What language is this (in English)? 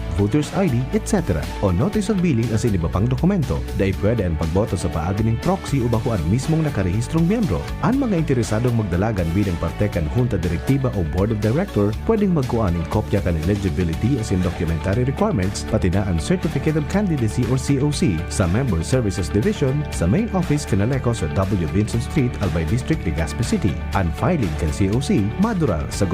Bikol